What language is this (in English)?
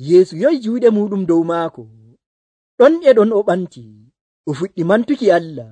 Nigerian Fulfulde